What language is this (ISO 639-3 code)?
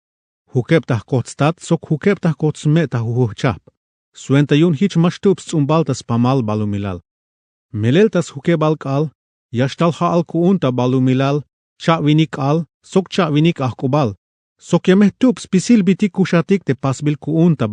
tzh